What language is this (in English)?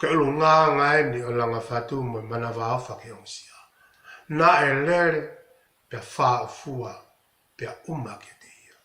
Tongan